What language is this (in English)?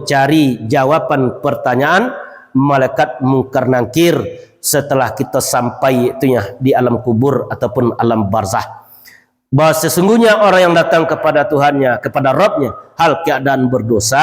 Minangkabau